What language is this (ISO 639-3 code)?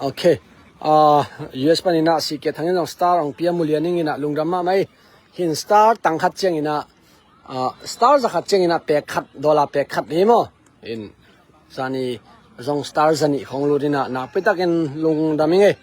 ctd